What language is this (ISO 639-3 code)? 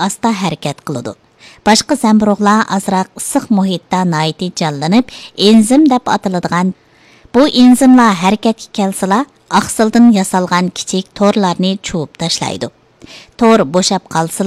uig